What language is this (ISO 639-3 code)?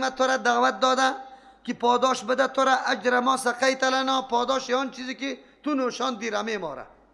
fas